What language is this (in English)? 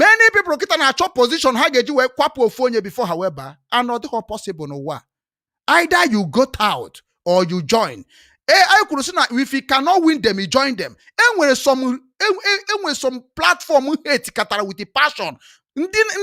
Igbo